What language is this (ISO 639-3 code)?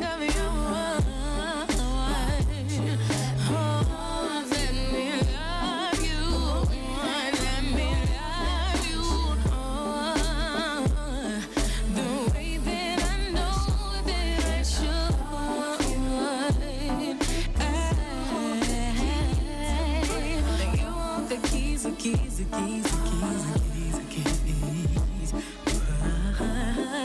eng